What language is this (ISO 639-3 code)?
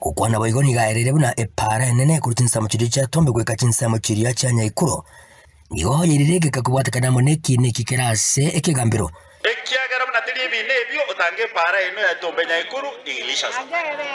guz